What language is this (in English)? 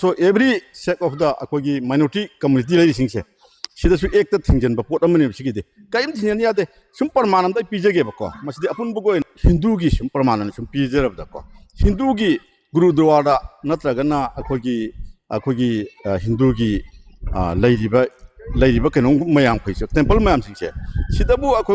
Manipuri